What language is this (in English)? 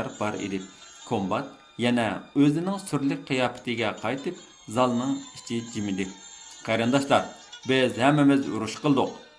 Uyghur